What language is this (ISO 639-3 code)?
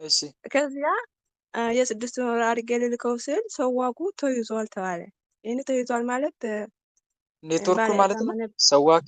amh